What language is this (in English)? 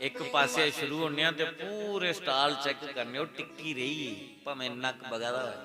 Dogri